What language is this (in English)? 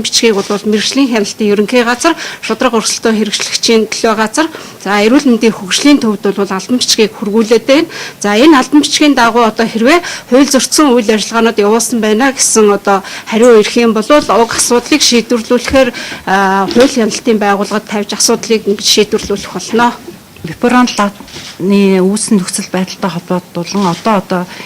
Mongolian